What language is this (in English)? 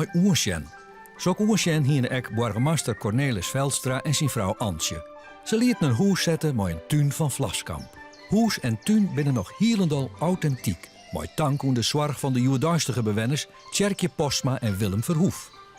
Western Frisian